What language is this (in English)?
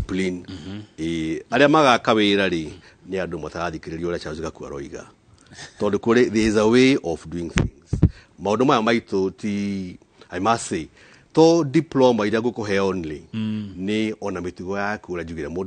Kikuyu